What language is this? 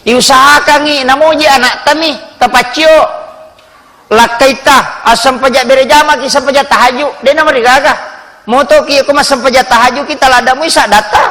Buginese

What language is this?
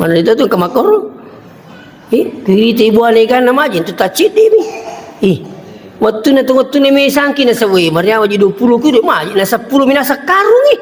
Buginese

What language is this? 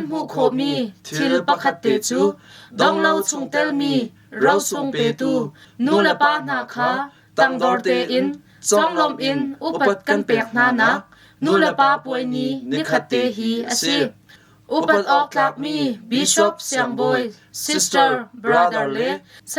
Hakha Chin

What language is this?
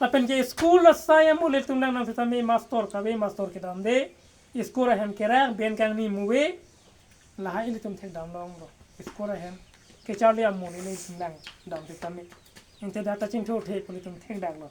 Karbi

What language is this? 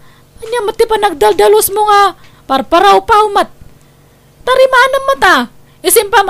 Iloko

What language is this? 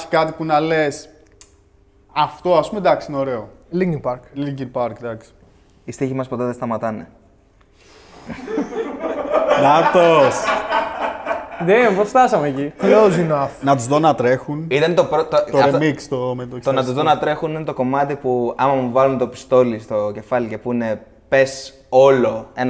Greek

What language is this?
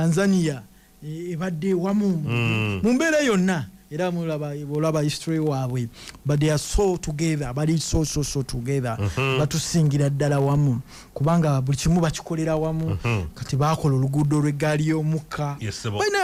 Ganda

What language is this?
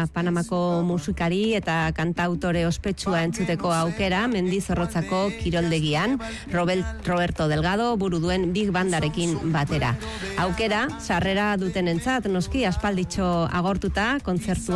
Basque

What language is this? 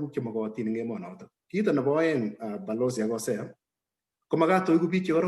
Kalenjin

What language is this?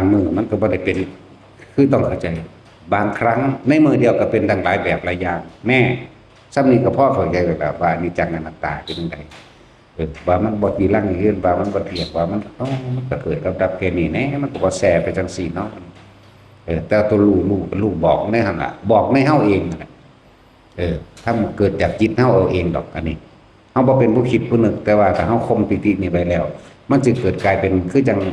Northeastern Thai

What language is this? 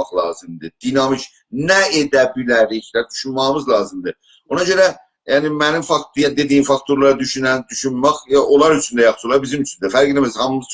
South Azerbaijani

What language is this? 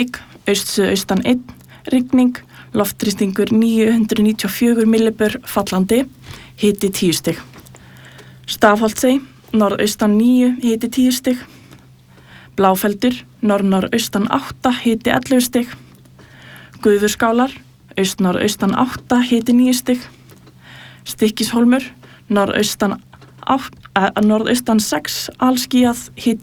Icelandic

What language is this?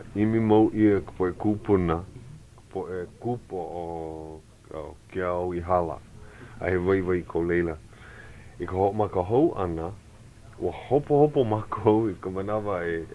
Hawaiian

